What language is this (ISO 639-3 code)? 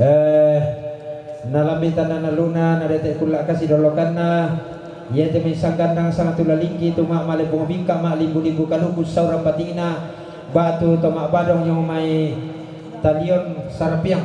sda